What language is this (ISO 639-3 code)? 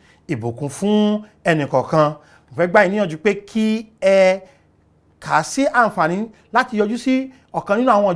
yor